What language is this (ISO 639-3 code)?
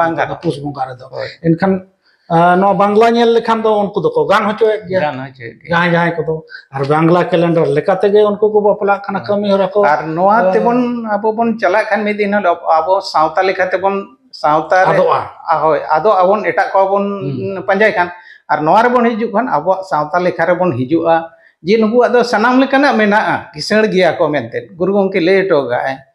sat